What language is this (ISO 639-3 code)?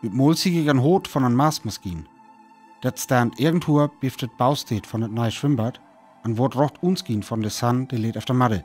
frr